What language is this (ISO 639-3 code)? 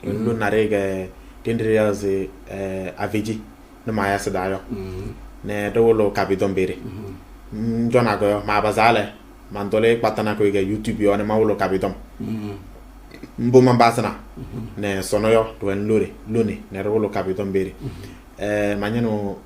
kbp